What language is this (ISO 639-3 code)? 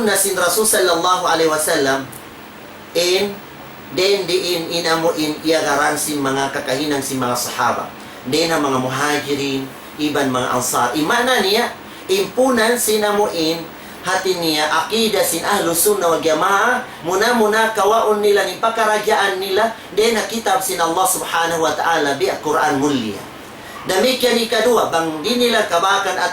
tsg